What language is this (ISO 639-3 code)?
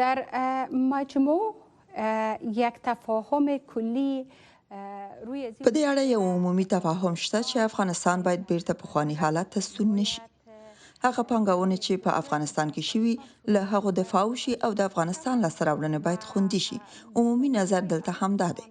pus